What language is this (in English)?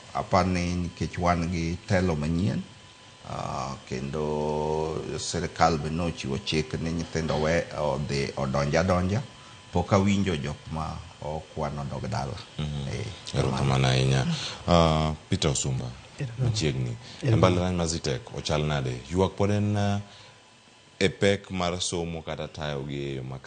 Luo (Kenya and Tanzania)